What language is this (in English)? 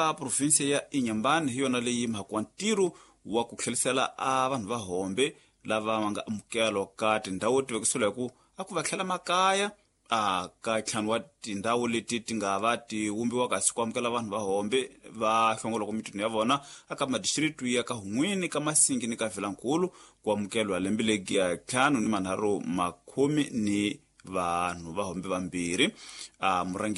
Tsonga